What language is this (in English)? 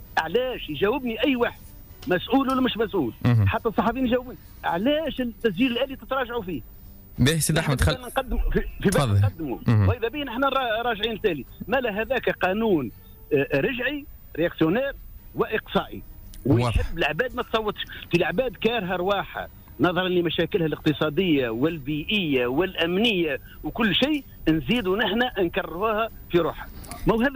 Tunisian Arabic